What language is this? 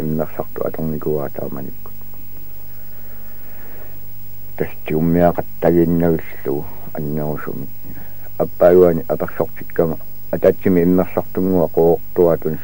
Kalaallisut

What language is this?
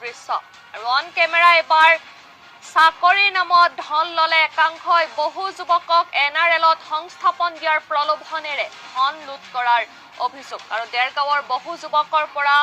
Assamese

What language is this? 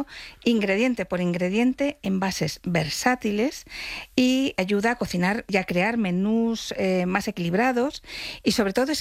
Spanish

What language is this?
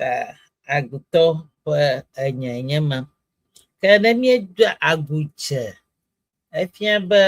Ewe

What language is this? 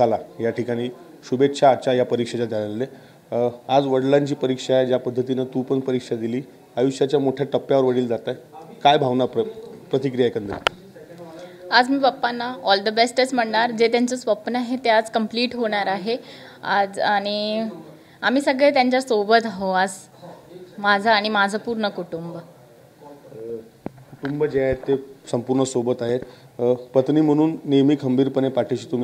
Marathi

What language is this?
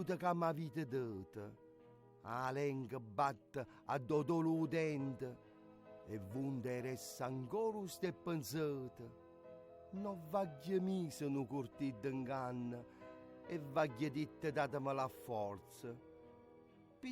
Neapolitan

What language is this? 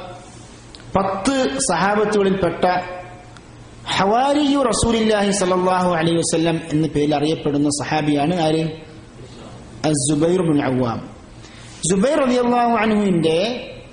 Malayalam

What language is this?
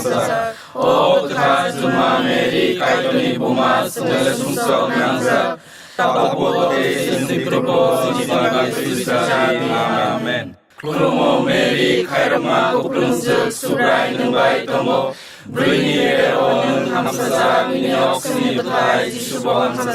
Kok Borok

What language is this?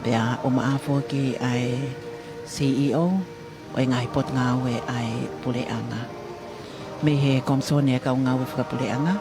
Tongan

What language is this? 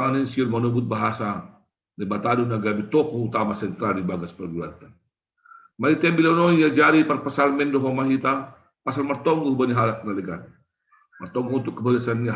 Batak Simalungun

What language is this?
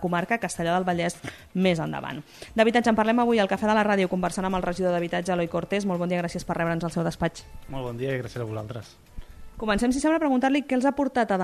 Catalan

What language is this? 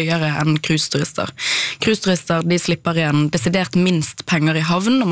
Norwegian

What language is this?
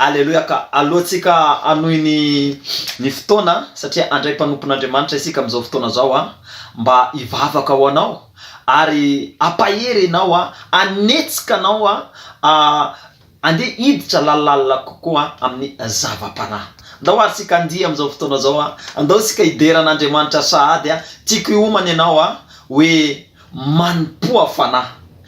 Malagasy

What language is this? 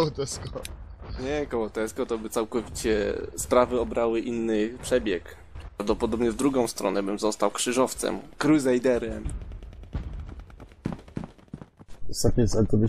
Polish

